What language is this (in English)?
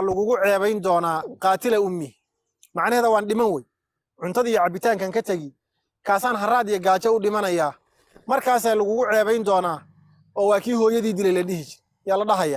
Somali